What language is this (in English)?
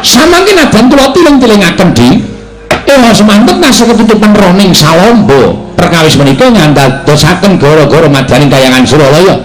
Javanese